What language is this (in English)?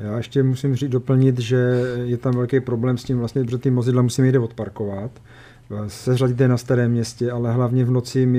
Czech